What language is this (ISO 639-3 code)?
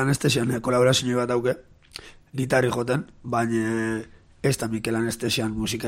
eus